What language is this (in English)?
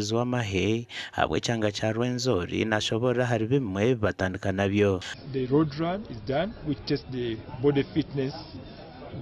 Nyankole